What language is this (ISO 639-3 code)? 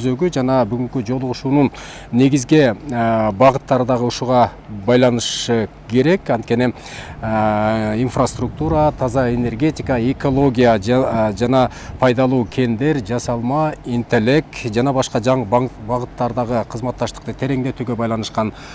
kir